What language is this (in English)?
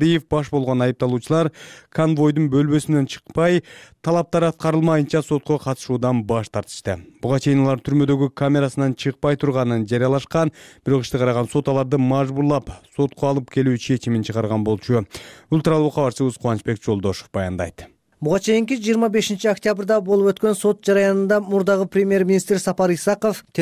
Kyrgyz